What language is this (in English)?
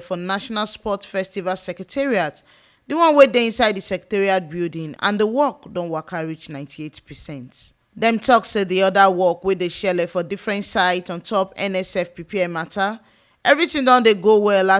Nigerian Pidgin